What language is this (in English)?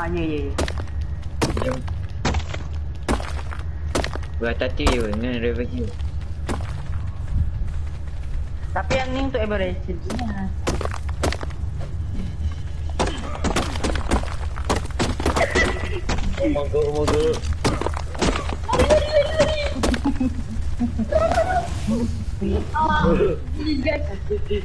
Malay